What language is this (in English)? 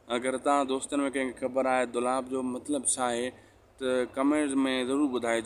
Sindhi